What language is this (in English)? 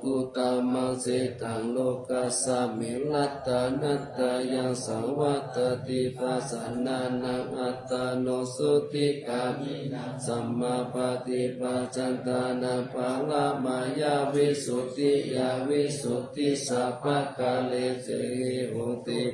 Pali